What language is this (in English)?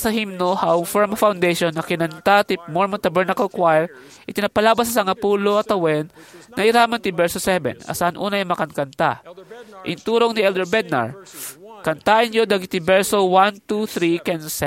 Iloko